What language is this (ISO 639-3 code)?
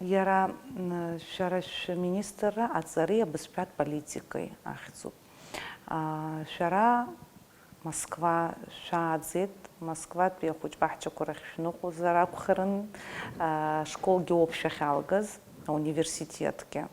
abk